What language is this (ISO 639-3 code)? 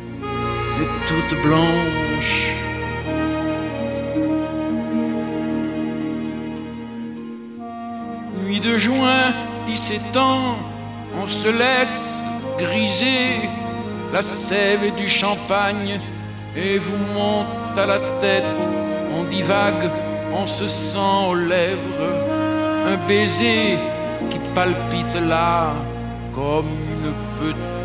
fra